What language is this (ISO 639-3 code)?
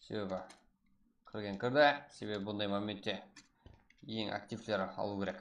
kaa